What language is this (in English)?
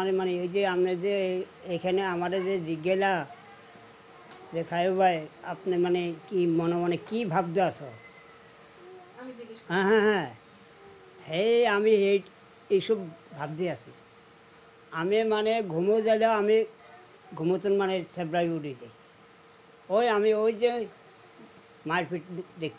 Bangla